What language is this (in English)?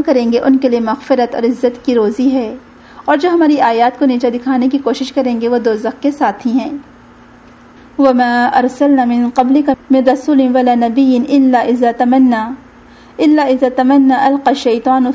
Urdu